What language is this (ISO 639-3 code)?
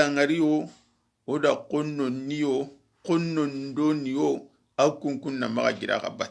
snk